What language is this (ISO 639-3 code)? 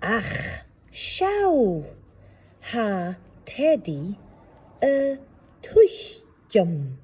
gla